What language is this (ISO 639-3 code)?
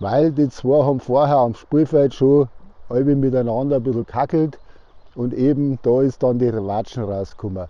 bar